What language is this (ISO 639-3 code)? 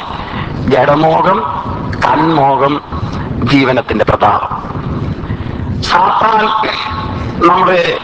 mal